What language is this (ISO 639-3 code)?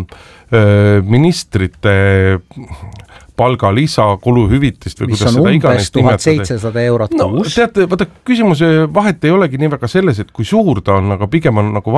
est